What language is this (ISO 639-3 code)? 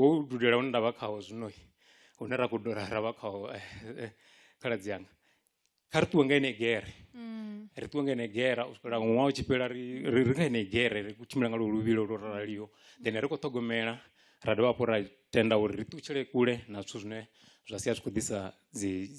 ven